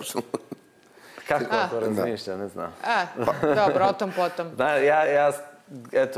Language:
Serbian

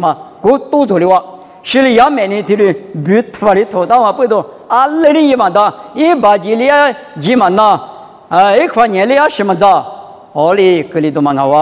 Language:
Lisu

